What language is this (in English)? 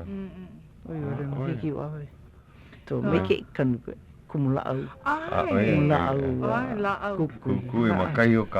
Hawaiian